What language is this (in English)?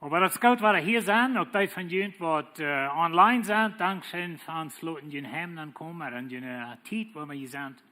Plautdietsch